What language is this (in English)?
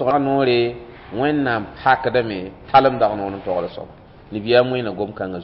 Mossi